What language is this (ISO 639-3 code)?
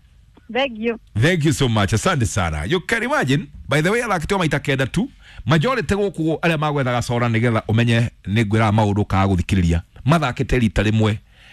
kik